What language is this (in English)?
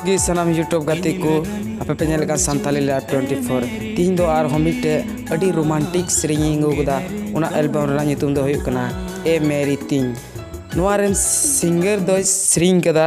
Santali